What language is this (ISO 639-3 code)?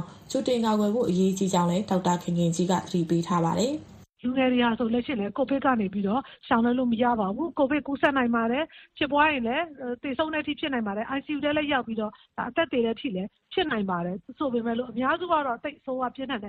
mya